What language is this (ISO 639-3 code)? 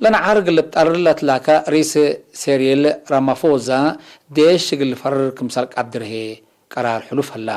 tig